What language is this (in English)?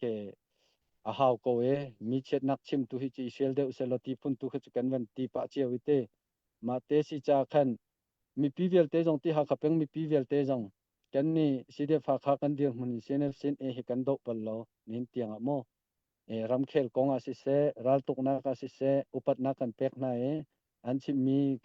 Hakha Chin